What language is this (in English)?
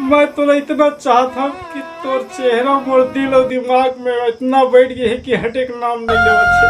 Chhattisgarhi